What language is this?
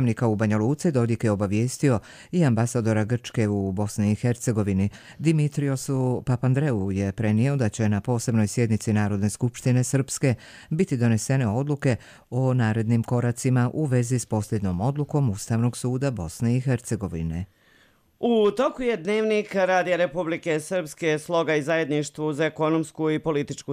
Bosnian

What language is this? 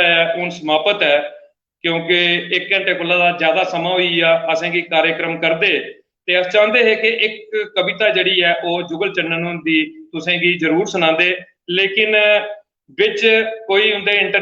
Dogri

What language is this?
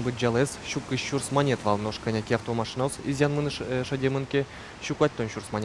Udmurt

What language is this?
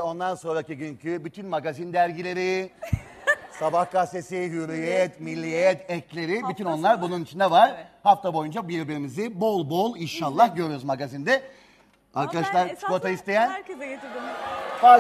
Turkish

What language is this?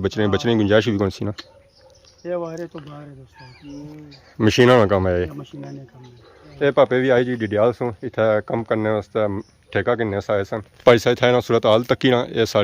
Pahari-Potwari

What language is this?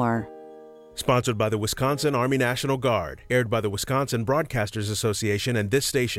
English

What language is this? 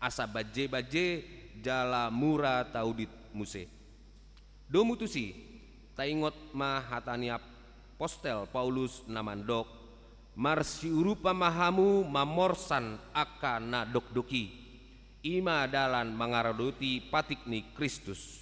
Batak Toba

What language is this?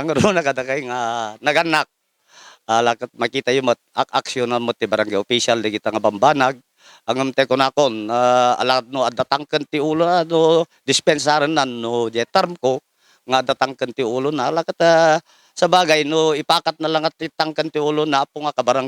Iloko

